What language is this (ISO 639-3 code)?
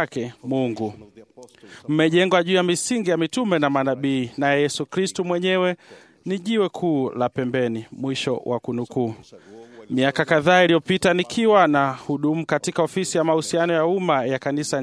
swa